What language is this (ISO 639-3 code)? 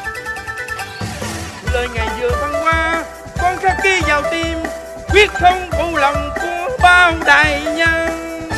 vie